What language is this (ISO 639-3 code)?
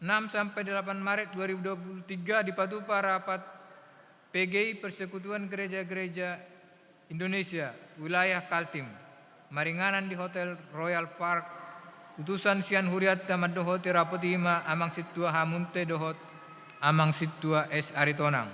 bbc